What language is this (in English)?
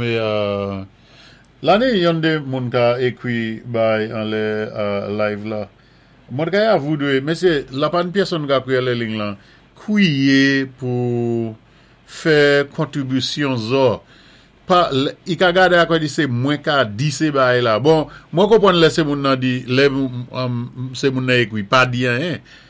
Saint Lucian Creole French